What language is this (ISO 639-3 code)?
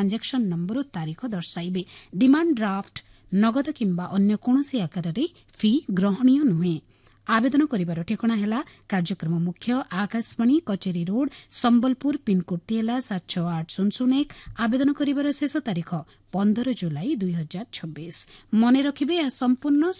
ori